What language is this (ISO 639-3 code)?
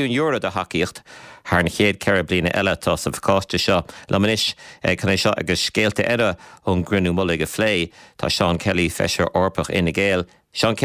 gle